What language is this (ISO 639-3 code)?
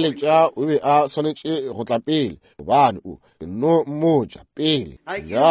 nso